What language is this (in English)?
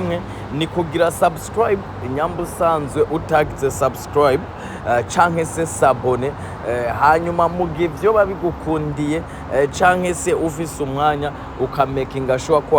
Rundi